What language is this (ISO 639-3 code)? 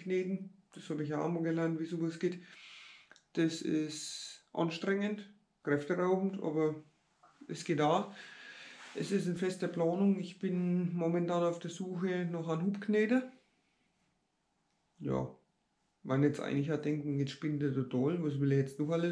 deu